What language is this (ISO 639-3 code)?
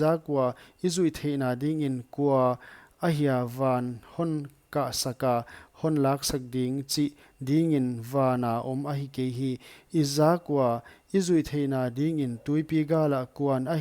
pck